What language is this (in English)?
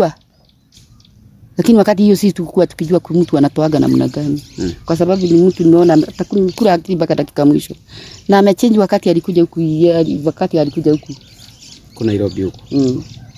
Swahili